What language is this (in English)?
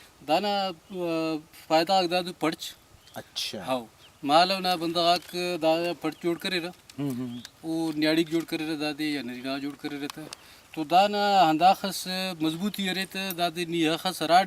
Brahui